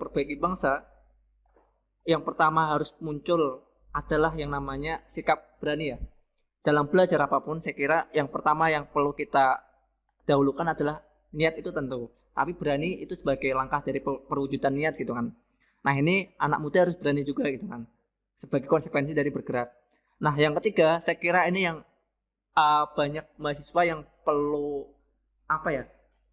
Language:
Indonesian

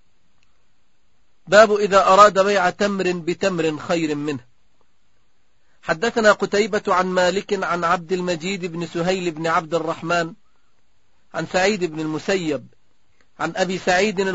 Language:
Arabic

